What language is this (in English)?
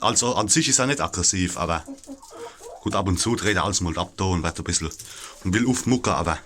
Palatine German